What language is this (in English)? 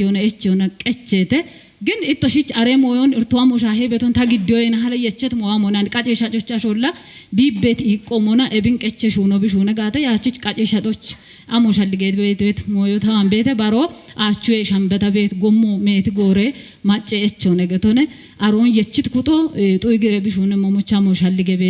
Kafa